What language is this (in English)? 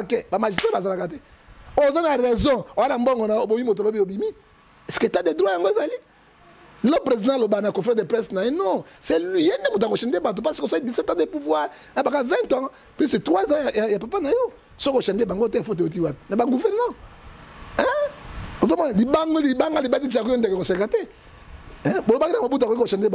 Lingala